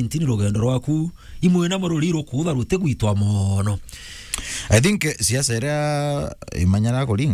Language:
Meru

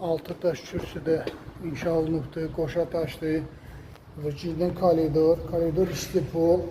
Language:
Azerbaijani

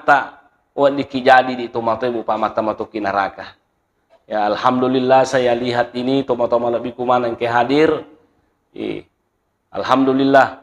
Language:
Buginese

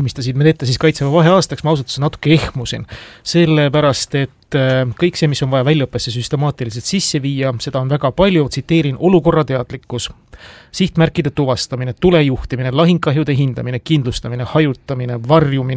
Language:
Estonian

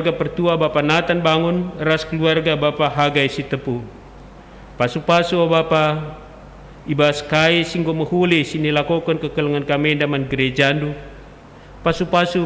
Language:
Batak Karo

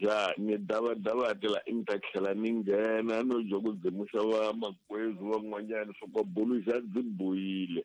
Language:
Tsonga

